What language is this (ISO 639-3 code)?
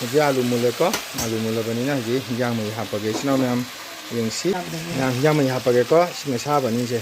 mni